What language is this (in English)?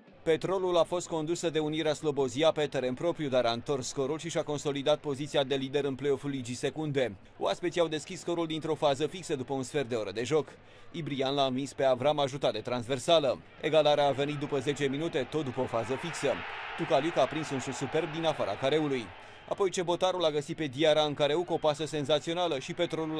Romanian